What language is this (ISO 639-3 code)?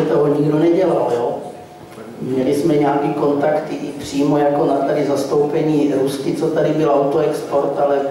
ces